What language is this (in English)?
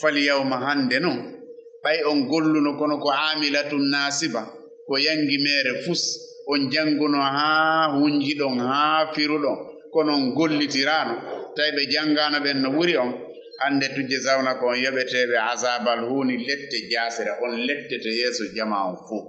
Fula